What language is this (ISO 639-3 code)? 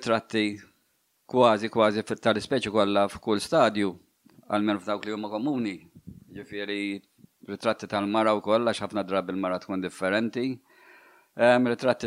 mlt